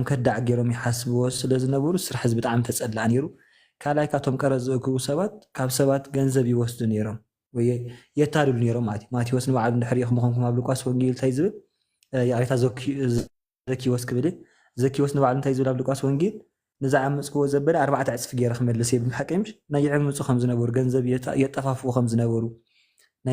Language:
Tigrinya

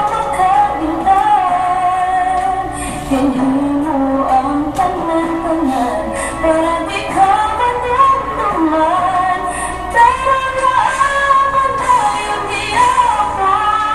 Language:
Hiligaynon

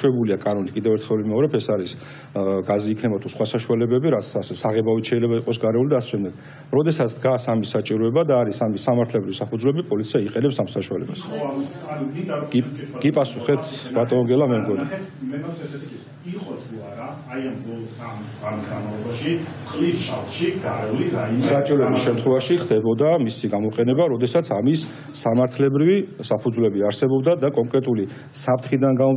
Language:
Georgian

